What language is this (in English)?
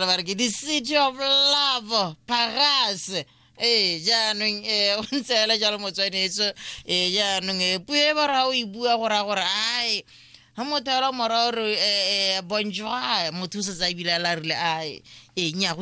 Tswana